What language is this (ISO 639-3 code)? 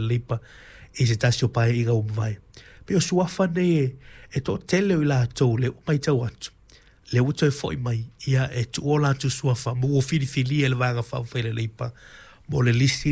smo